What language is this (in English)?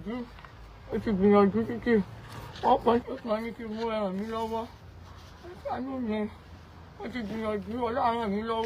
Yoruba